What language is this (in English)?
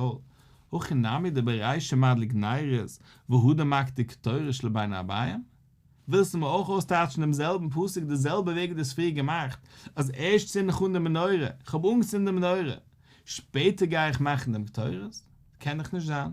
Yiddish